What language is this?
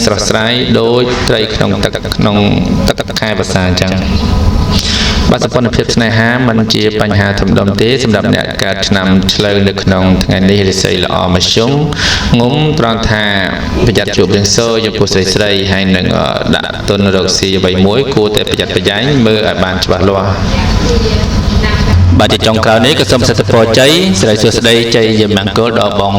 Khmer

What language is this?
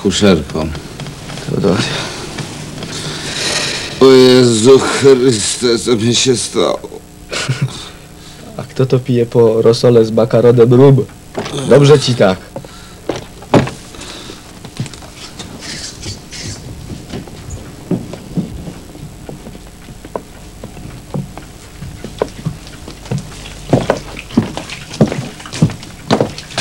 Polish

